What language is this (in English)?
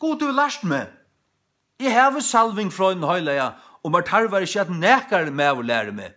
Faroese